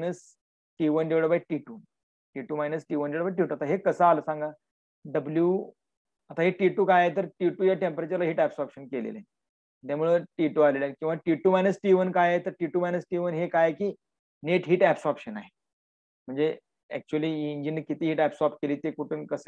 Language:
Marathi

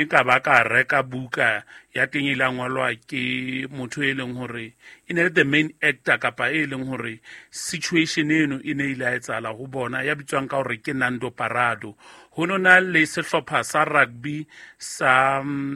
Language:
Southern Sotho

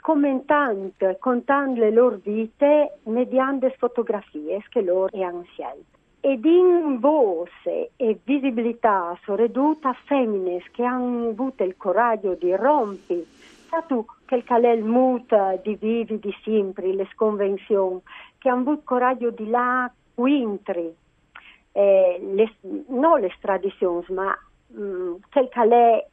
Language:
Friulian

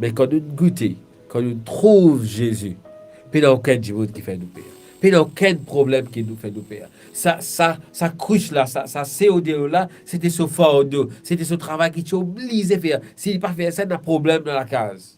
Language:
Morisyen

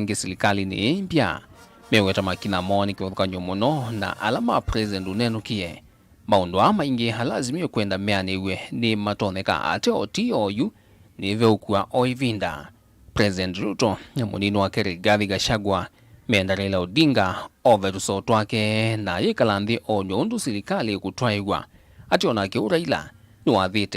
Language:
Kamba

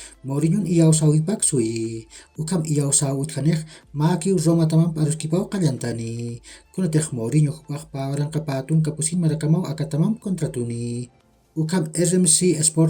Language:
Aymara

